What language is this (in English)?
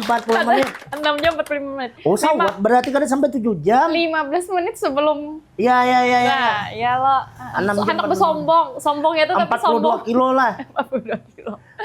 Banjar